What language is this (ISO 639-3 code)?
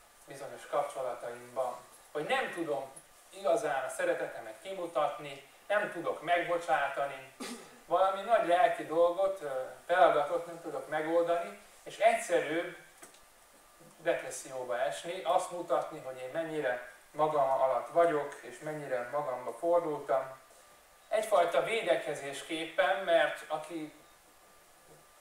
hun